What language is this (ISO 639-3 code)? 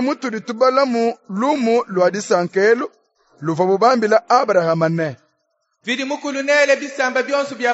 lua